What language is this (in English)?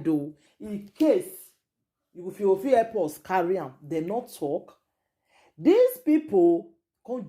Nigerian Pidgin